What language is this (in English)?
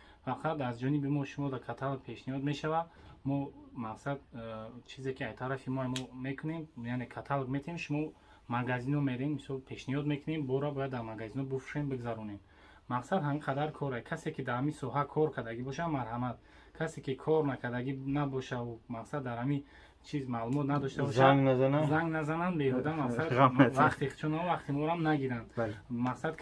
Tajik